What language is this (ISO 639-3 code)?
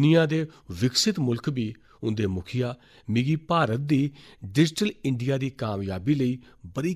doi